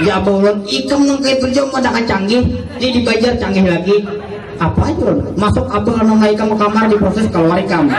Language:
Banjar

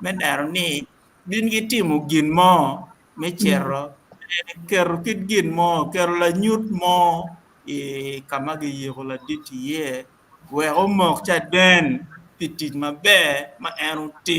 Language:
Acoli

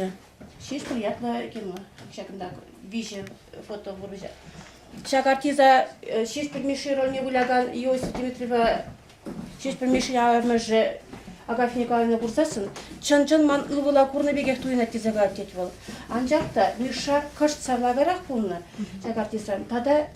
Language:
Chuvash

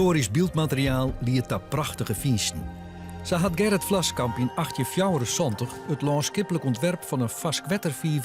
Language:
Western Frisian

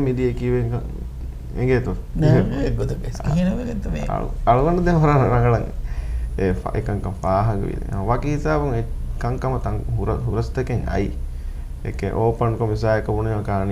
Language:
Divehi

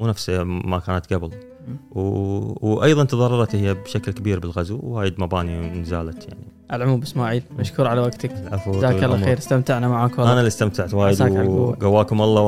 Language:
Gulf Arabic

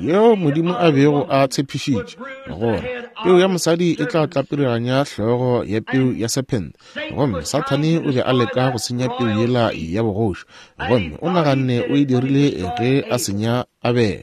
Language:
Northern Sotho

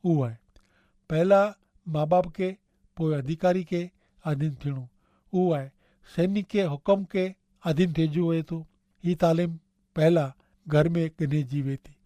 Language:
Kachhi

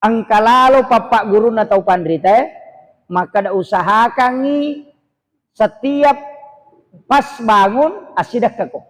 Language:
Buginese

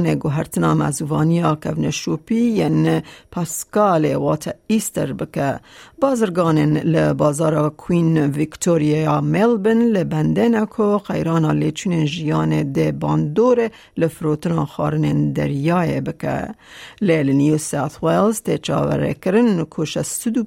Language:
Kurdish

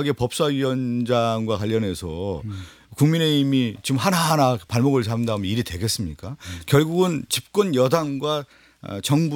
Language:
Korean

